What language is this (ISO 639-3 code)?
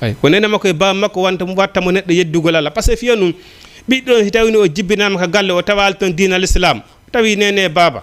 ful